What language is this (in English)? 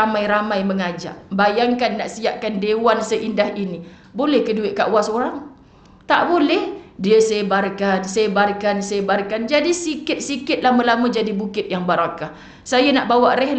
Malay